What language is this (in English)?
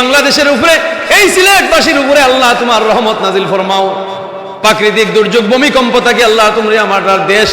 Sylheti